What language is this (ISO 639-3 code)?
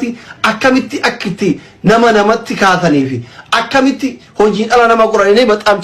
orm